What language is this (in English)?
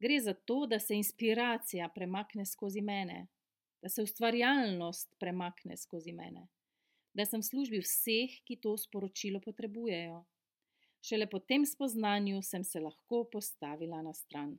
Slovenian